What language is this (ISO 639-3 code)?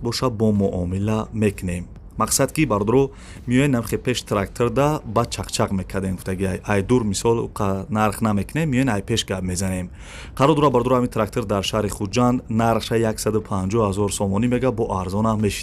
tgk